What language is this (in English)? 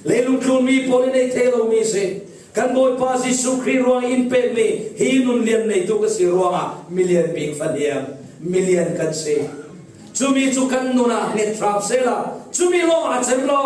Falam Chin